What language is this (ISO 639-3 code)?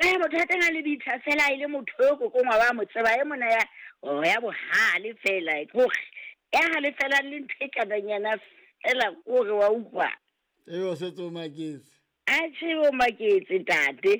sot